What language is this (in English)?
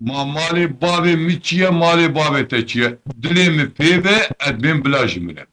Kurdish